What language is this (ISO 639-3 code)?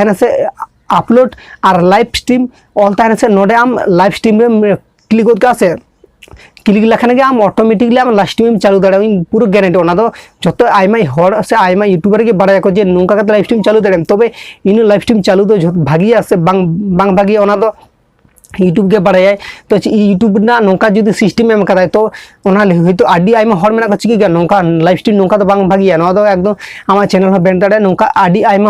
sat